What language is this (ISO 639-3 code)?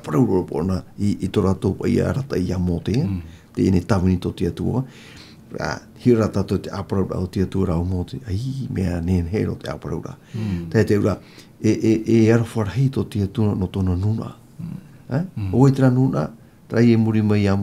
tah